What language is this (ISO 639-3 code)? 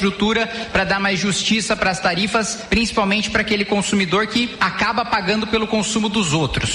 por